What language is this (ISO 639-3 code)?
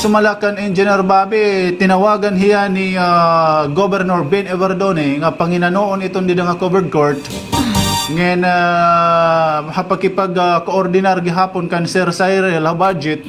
war